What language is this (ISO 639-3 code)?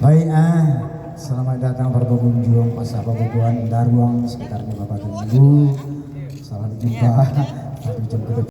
min